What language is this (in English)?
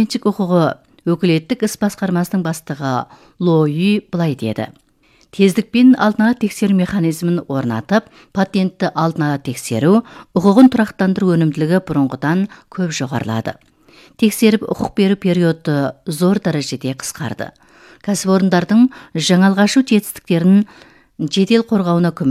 Kazakh